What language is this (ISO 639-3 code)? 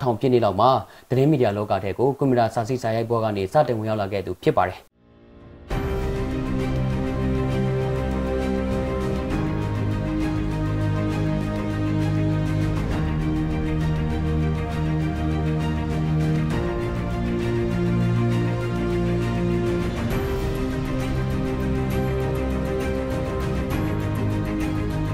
mya